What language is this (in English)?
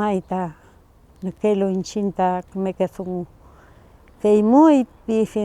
Mapuche